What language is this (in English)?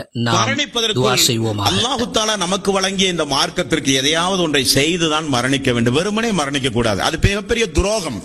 Tamil